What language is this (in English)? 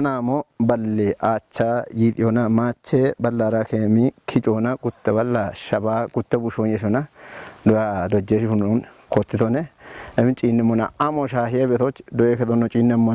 Kafa